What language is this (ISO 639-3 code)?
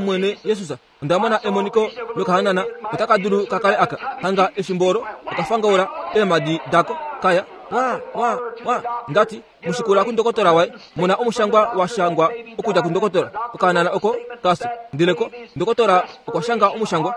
kua